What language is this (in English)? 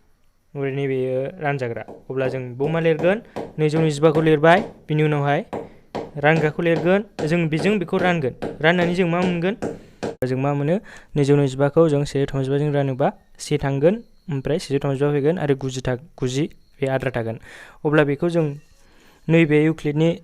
Bodo